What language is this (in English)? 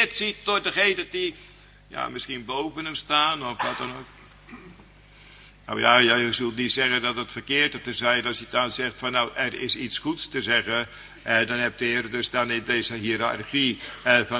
Dutch